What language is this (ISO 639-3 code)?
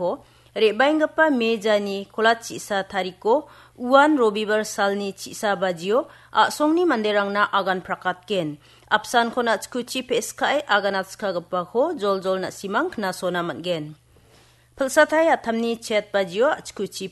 grt